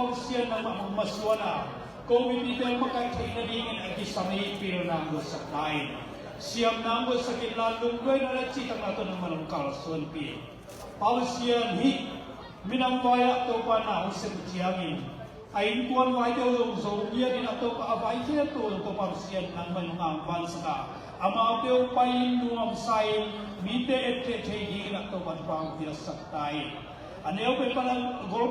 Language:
Tedim Chin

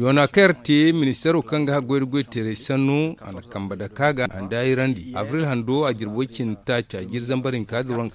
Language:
Zarma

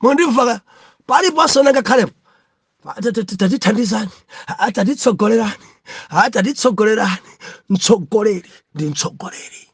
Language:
Nyanja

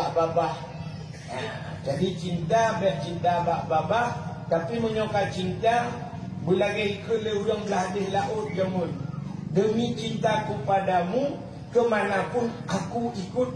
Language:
Achinese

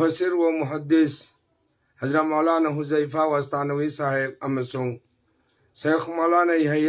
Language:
Manipuri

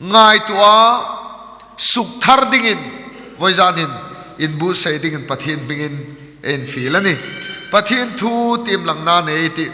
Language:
Hmar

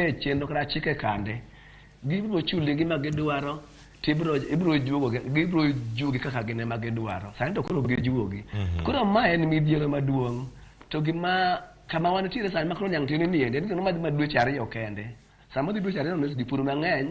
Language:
Luo (Kenya and Tanzania)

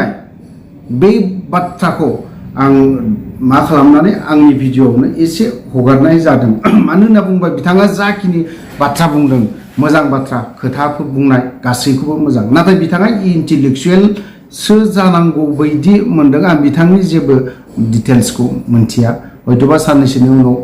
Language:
Bodo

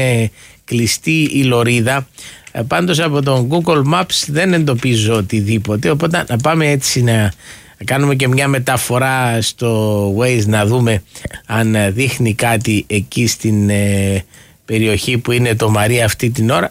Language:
Greek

